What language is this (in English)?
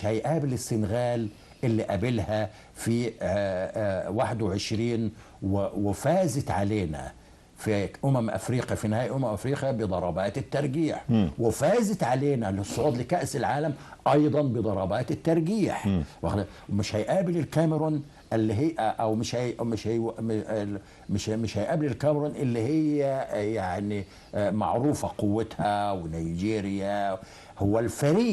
Egyptian Arabic